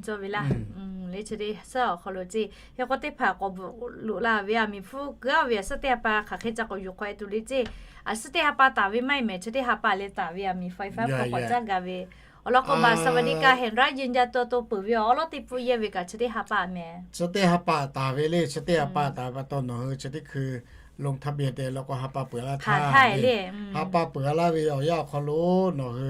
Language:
Lahu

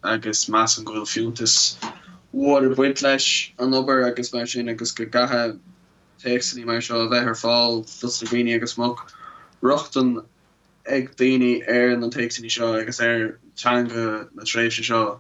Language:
Irish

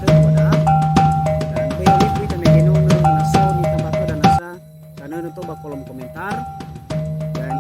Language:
Nias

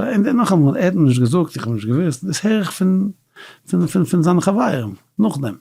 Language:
Yiddish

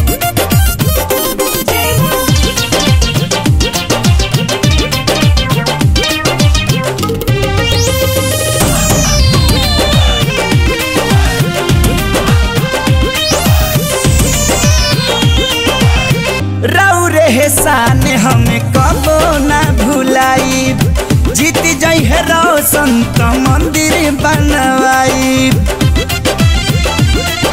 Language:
Bhojpuri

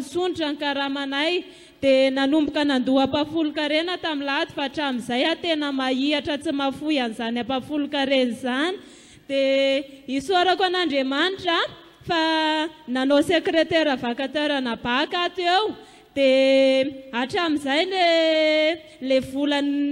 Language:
Malagasy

